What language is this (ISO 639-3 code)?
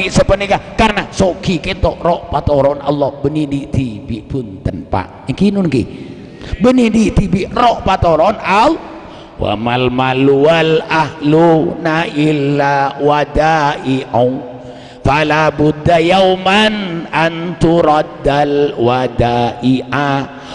mad